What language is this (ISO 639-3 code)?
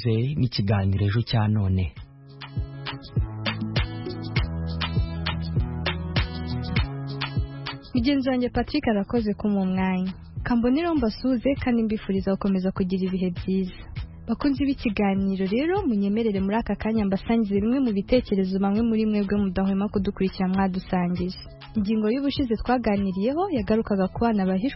kin